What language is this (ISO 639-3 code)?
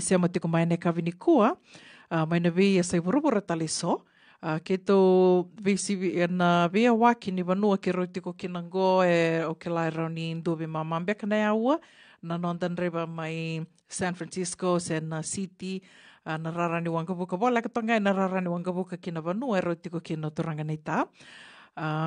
fij